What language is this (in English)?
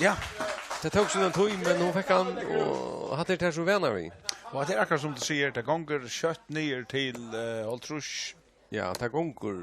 Faroese